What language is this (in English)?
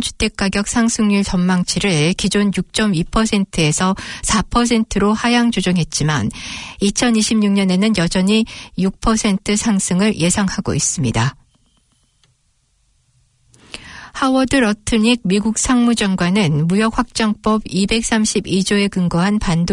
Korean